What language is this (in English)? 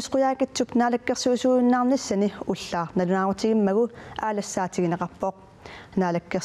Kalaallisut